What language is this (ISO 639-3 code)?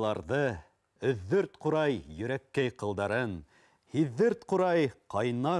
bak